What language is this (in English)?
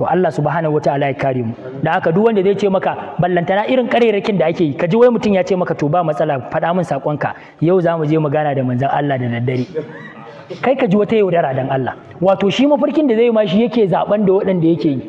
Hausa